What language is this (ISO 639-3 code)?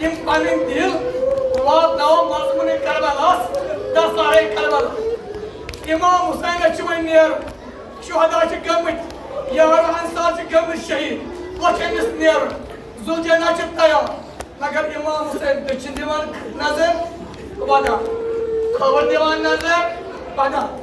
kas